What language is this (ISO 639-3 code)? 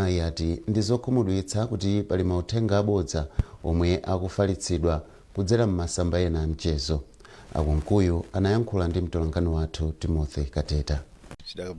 nya